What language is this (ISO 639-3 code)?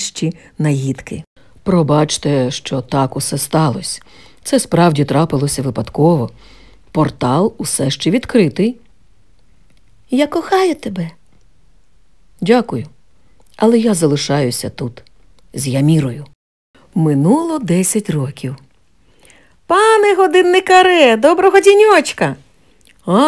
ukr